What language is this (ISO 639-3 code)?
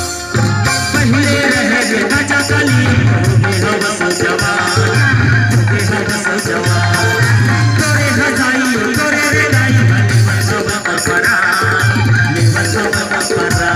hne